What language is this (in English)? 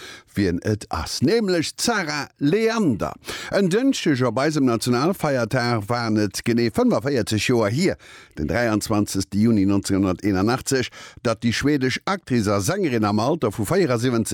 Luxembourgish